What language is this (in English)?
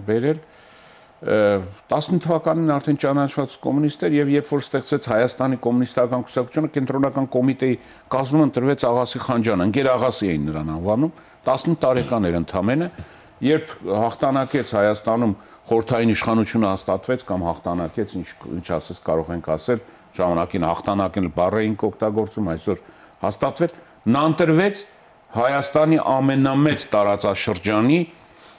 Armenian